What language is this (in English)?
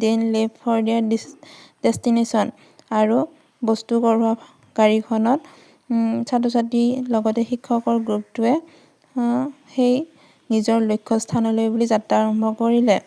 Assamese